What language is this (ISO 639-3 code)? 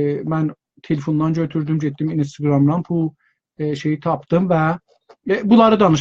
azb